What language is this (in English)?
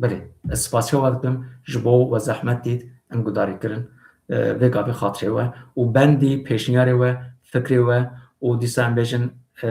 Kurdish